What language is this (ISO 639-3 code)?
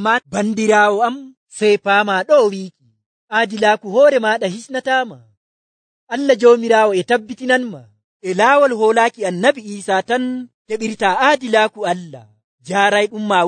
fuv